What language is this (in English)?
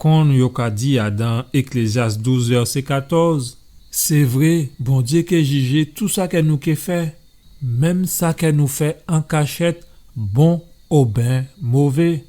Guadeloupean Creole French